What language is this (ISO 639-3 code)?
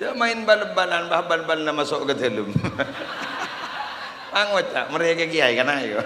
mad